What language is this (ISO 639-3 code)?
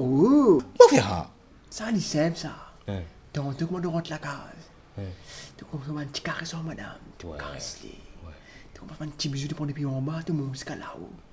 mfe